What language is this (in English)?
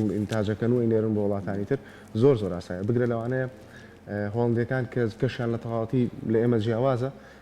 Central Kurdish